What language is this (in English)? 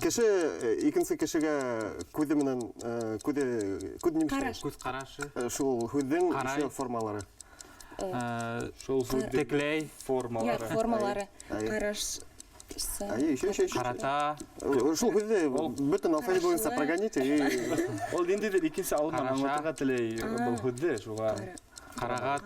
Bashkir